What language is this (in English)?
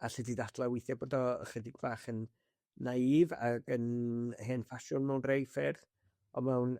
Welsh